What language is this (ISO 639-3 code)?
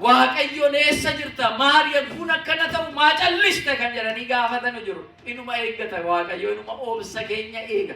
orm